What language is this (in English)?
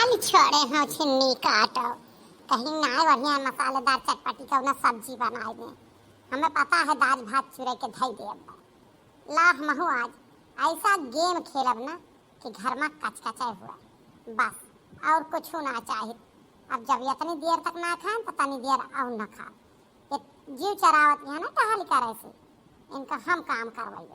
Awadhi